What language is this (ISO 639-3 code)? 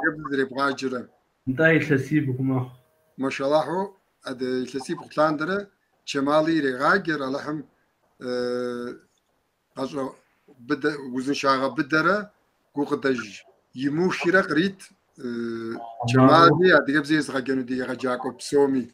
kbd